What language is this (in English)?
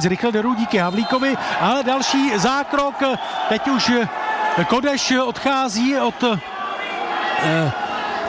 Czech